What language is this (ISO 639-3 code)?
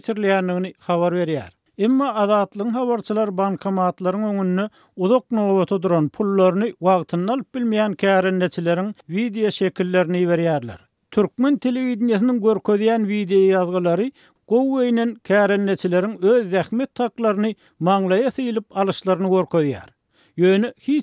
tuk